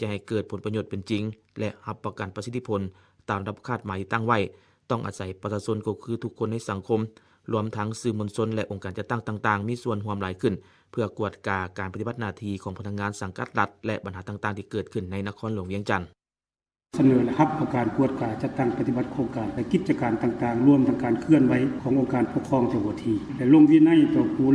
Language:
Lao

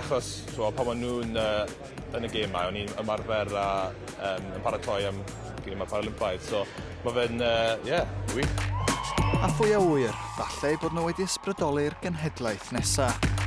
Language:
Welsh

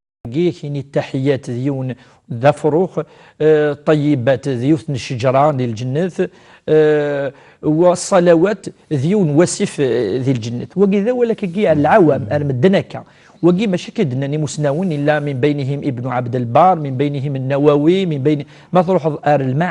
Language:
Kabyle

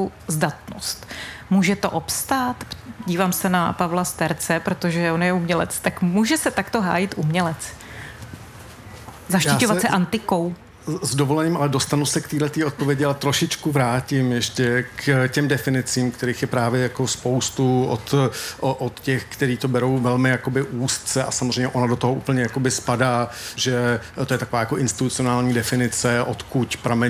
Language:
Czech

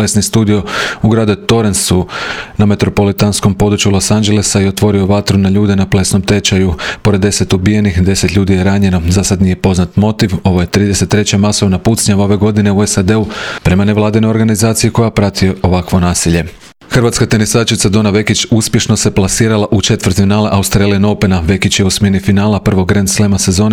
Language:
Croatian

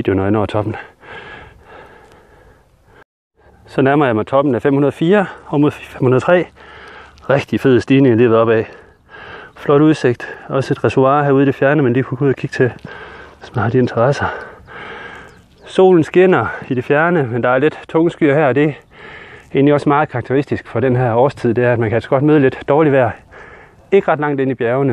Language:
Danish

